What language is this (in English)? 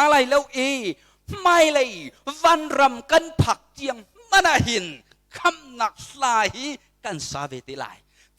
Hakha Chin